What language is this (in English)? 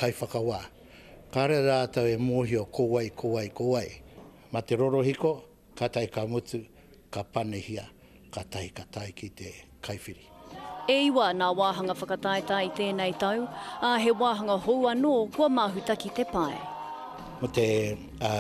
Māori